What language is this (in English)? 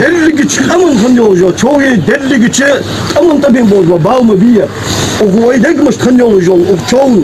Ingush